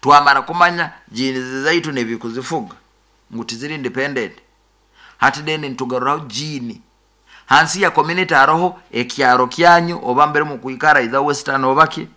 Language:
Nyoro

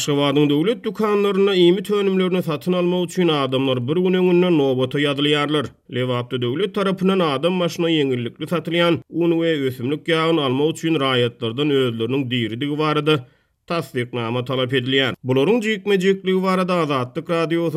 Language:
Turkmen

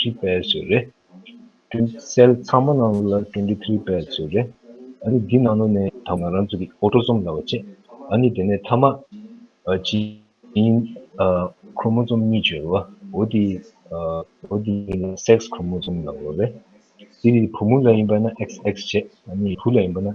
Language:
Tibetan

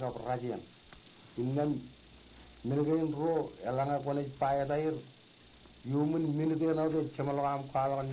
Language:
Marshallese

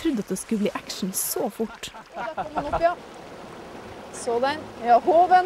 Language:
Norwegian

